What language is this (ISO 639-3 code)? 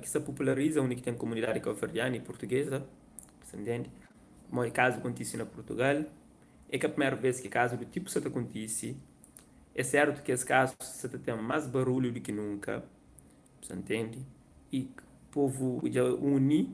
kea